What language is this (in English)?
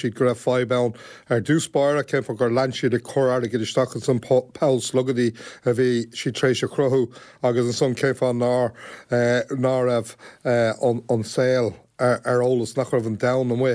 Irish